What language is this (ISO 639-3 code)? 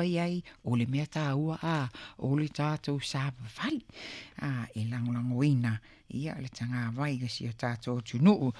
smo